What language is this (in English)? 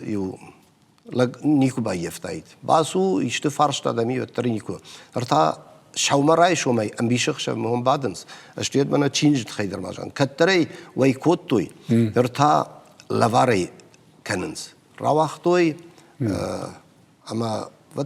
Ossetic